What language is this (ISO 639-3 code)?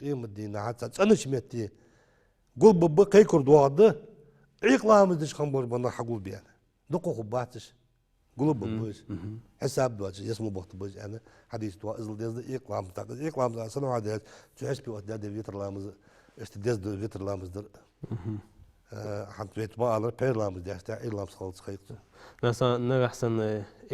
inh